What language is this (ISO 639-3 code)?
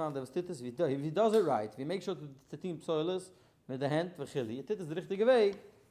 yid